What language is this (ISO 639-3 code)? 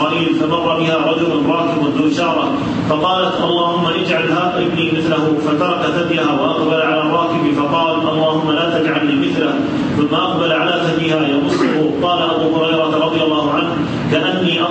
ara